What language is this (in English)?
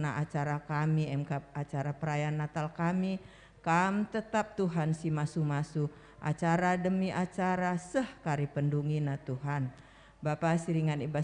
Batak Karo